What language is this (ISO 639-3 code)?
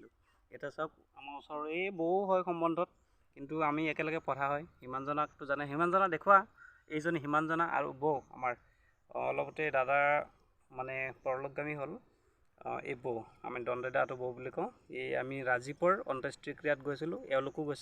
asm